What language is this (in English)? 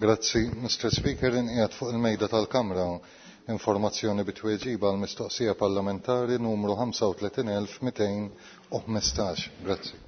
Maltese